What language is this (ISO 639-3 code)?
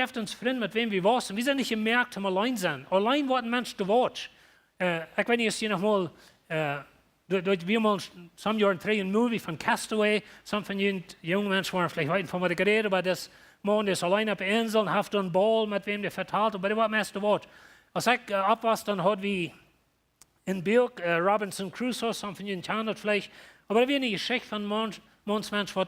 pdt